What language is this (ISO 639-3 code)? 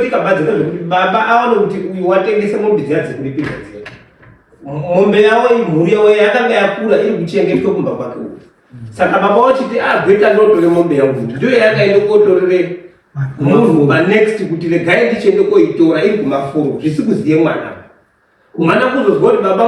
sna